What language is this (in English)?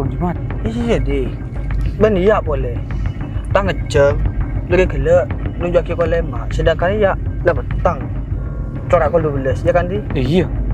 Madurese